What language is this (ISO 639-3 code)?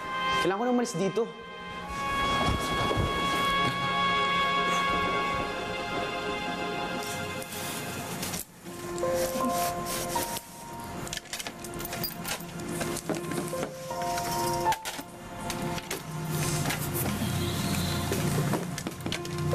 fil